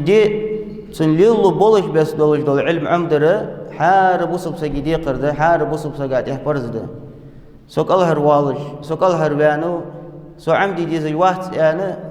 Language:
Ingush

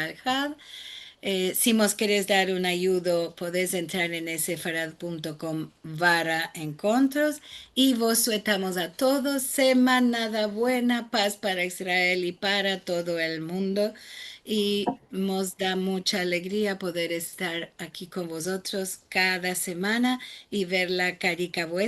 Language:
Ladino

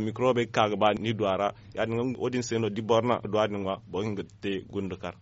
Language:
Zarma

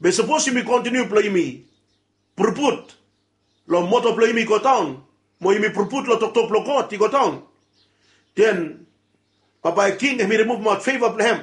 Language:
Bislama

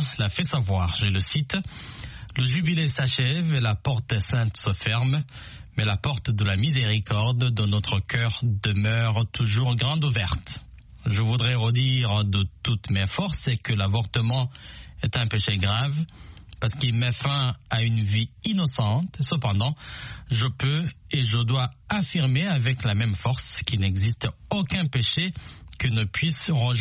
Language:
French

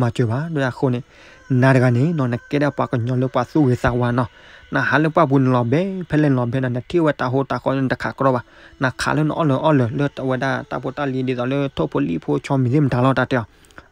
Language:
S'gaw Karen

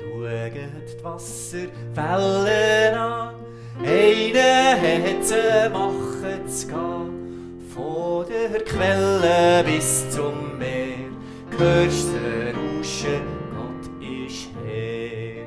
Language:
Swiss German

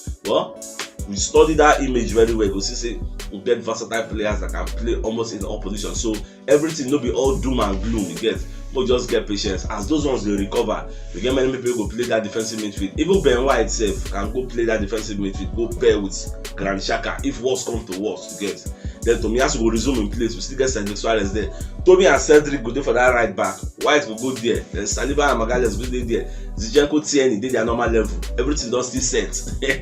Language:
Nigerian Pidgin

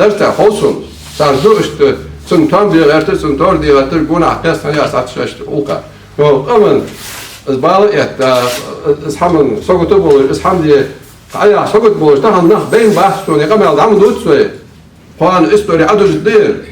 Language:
Ingush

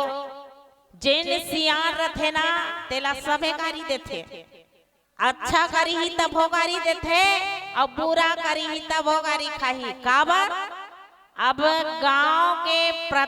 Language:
Chhattisgarhi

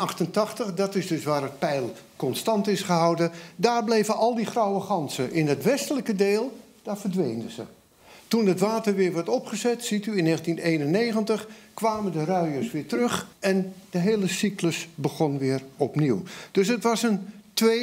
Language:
Dutch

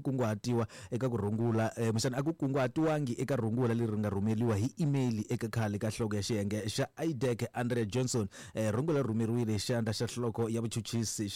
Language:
Tsonga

